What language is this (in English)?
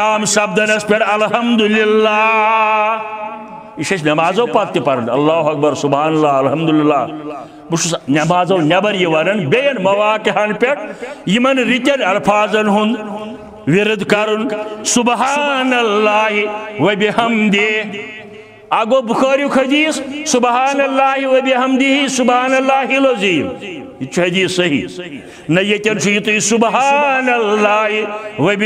Kashmiri